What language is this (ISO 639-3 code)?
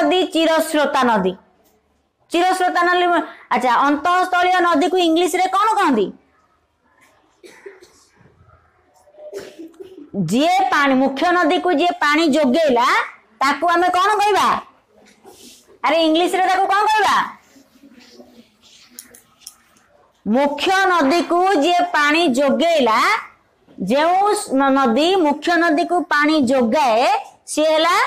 ori